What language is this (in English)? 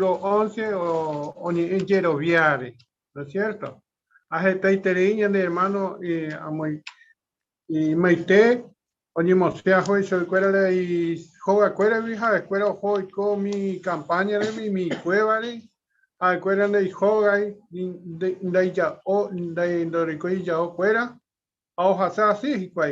Guarani